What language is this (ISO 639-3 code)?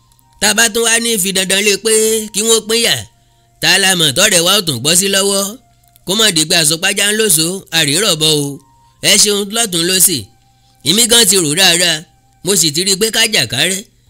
yor